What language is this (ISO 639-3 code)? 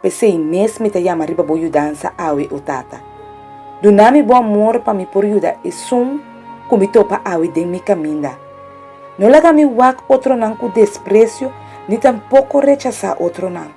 pap